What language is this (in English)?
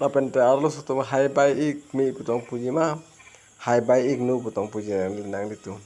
Karbi